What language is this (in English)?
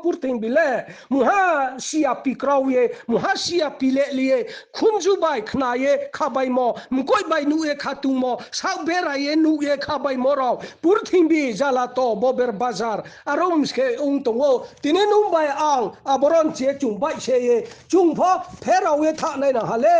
Riang (India)